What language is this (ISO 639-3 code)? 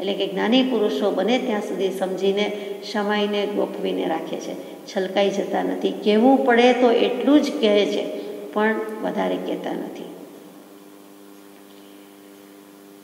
guj